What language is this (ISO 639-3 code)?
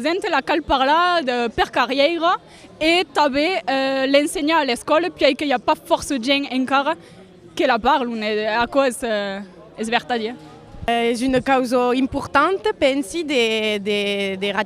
oci